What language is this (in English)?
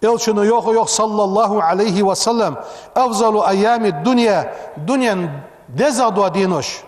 Ingush